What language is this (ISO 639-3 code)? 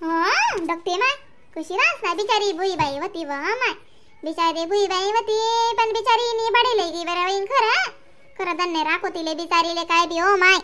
khn